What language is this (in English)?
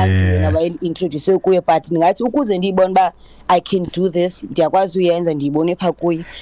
Xhosa